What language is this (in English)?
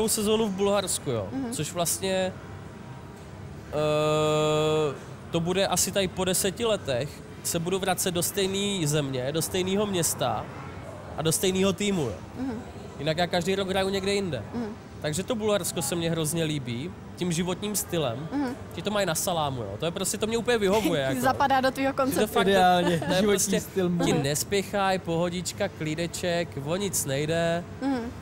Czech